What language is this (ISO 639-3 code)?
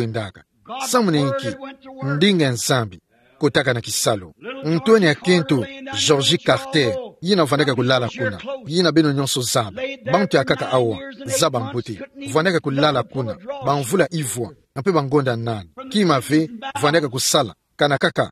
ktu